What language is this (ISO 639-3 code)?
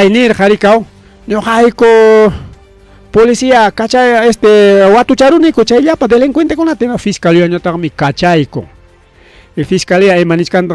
quy